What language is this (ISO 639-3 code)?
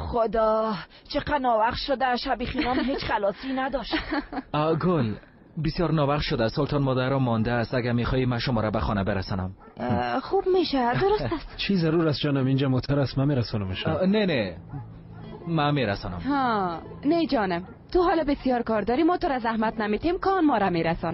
fas